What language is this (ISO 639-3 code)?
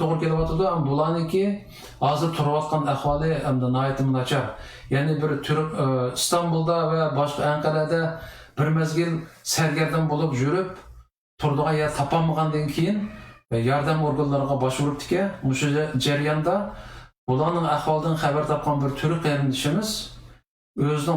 uig